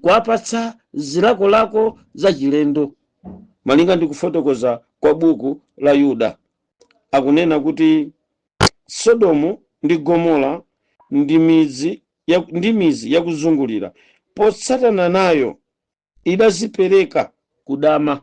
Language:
Nyanja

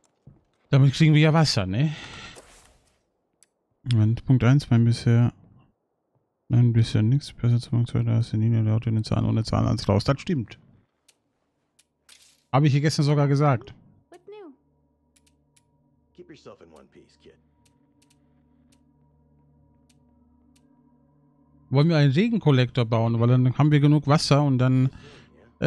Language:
German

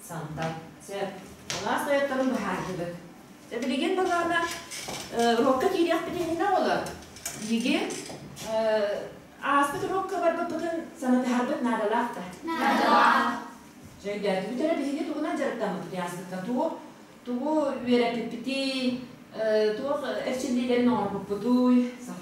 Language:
Yakut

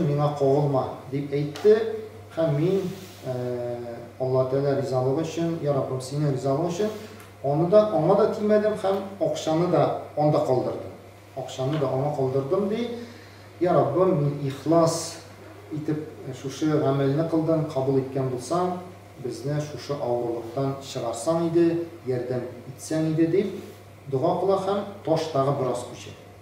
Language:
Tatar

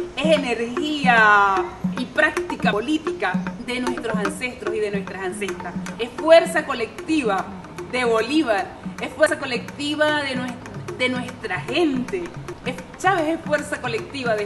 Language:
Spanish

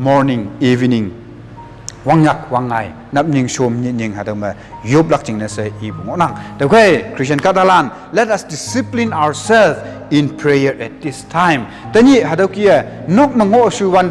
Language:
Konyak Naga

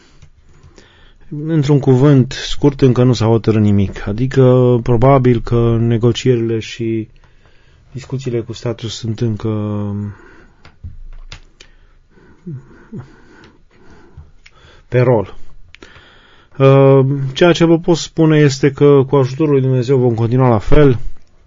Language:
Romanian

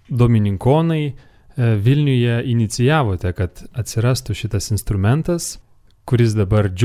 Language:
Lithuanian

